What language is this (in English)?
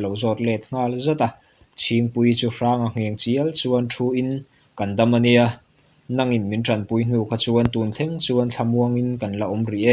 Mizo